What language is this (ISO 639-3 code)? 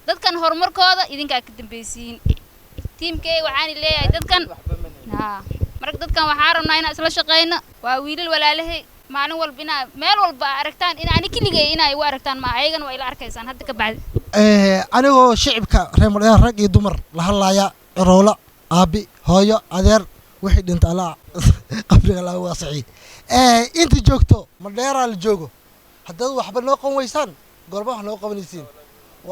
som